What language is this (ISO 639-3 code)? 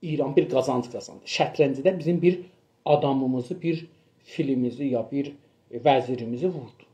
azb